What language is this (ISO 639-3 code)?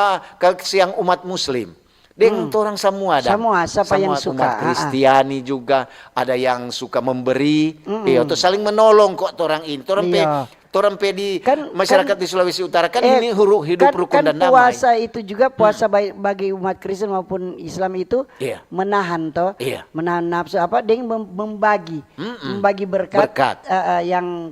xmm